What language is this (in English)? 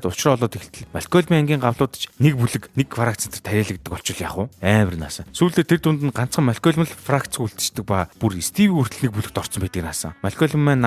Mongolian